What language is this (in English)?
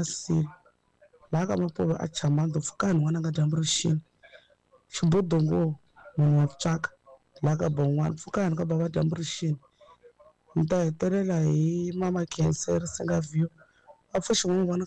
Tsonga